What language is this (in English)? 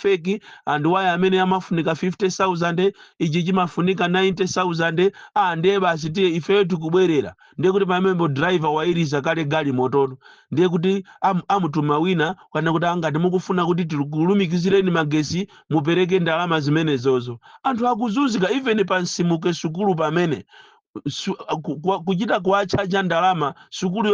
Nyanja